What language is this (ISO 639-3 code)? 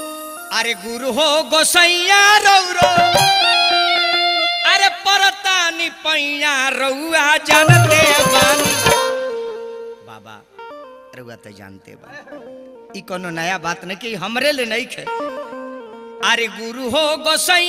bho